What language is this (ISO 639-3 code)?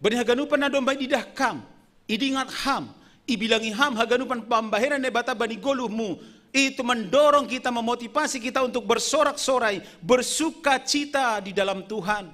bts